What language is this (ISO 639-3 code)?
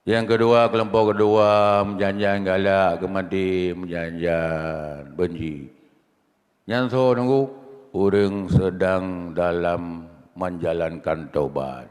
ace